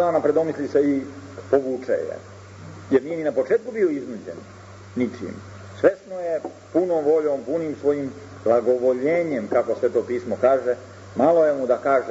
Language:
Serbian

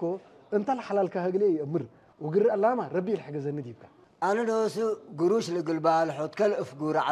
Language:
Tigrinya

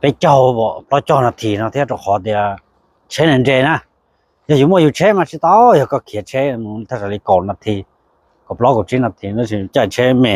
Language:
Hmong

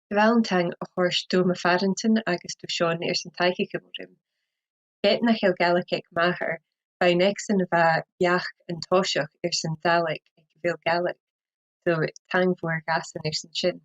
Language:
Scottish Gaelic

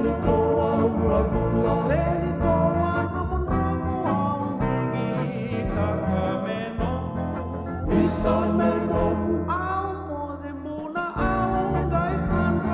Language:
Fijian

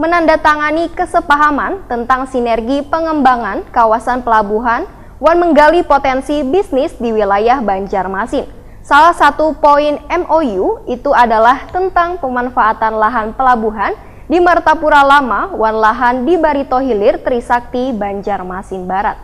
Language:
Banjar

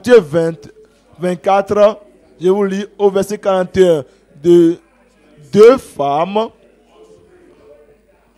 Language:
French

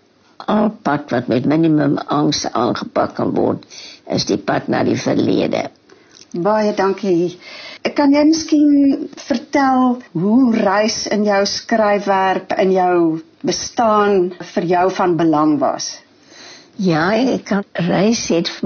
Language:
Afrikaans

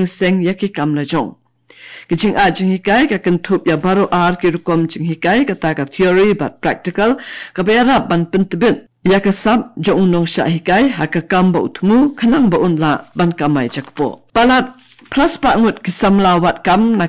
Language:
Khasi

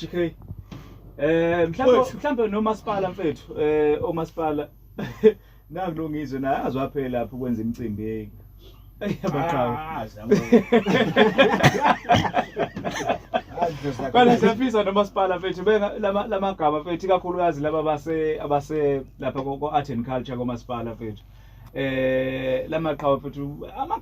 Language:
Zulu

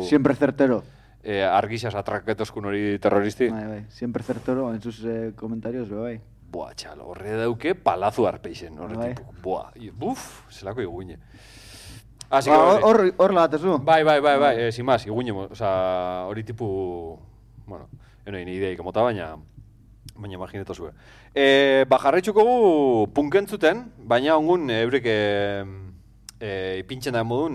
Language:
Basque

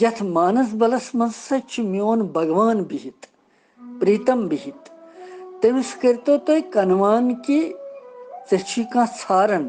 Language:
Kashmiri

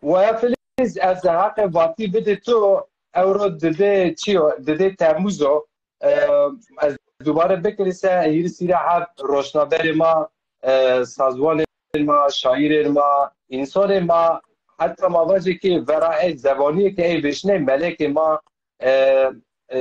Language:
Zaza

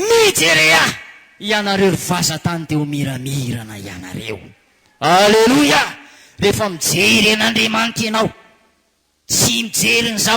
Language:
Malagasy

